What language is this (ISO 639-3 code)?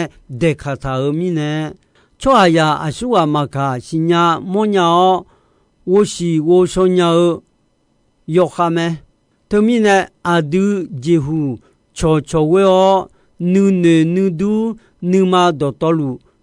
ahk